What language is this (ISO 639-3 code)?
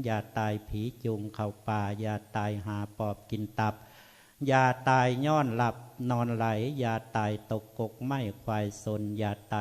lao